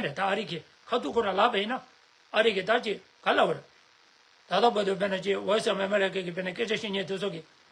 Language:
Tibetan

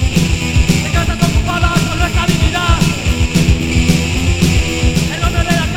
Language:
Basque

